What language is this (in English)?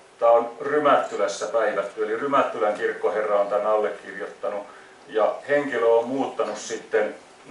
Finnish